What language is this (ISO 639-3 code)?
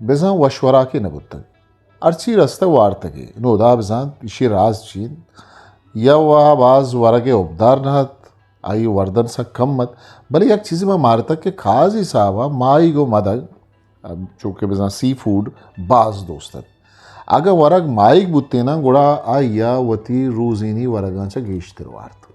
bgp